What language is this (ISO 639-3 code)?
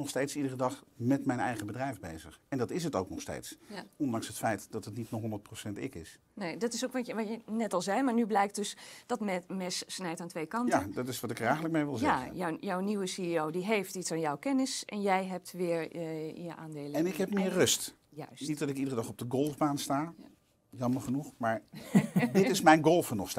nld